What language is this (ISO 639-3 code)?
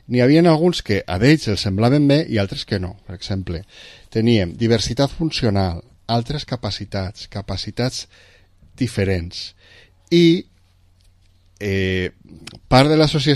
cat